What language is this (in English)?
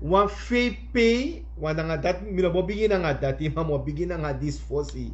Sranan Tongo